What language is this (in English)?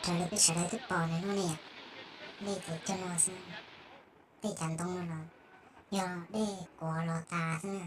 Hmong